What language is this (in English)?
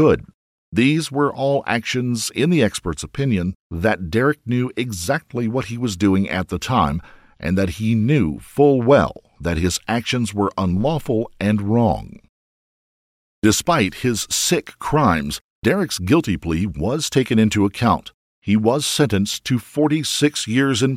English